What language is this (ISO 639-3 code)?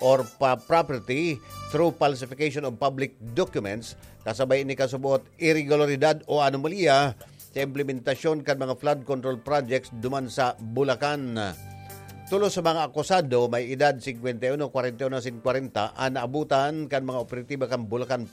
bik